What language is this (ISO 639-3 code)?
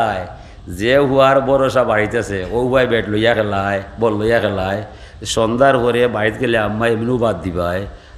syl